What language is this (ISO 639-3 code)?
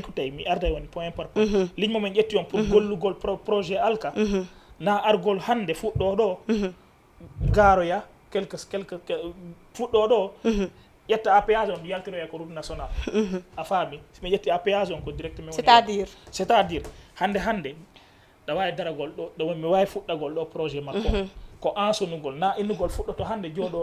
ful